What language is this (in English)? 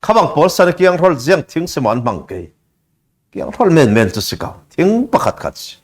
Falam Chin